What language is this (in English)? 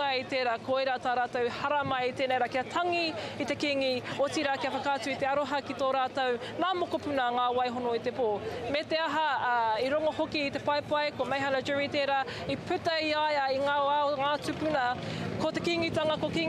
Māori